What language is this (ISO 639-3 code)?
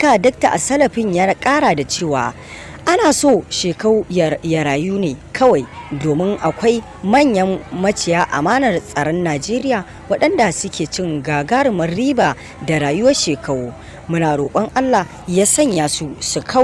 hau